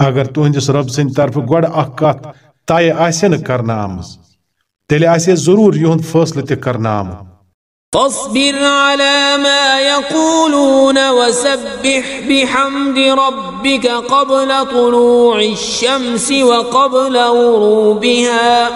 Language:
Kashmiri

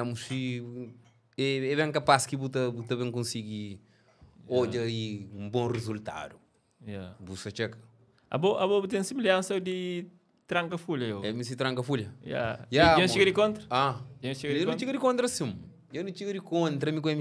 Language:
Kabuverdianu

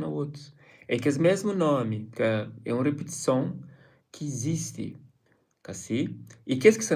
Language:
Kabuverdianu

